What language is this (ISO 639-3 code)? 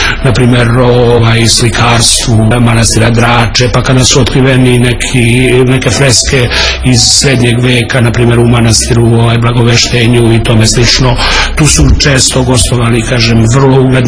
srp